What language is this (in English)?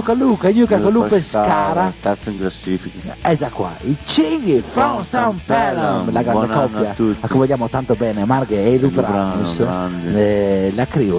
Italian